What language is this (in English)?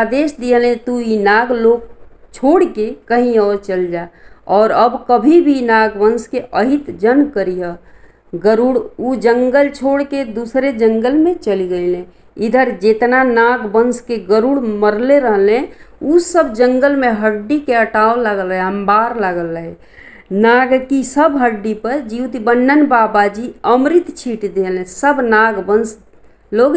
Bhojpuri